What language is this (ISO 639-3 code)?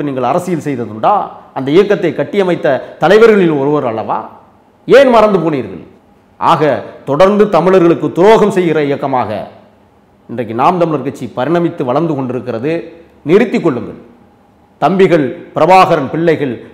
tam